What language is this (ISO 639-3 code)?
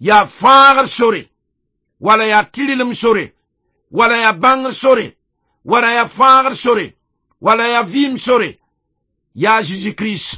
mos